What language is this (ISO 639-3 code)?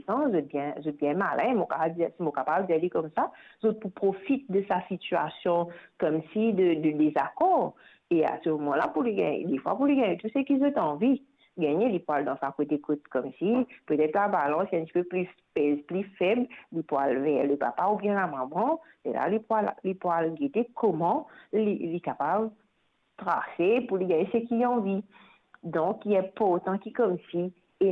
mfe